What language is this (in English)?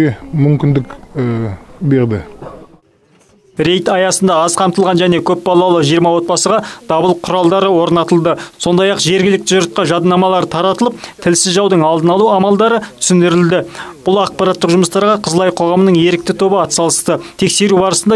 Kazakh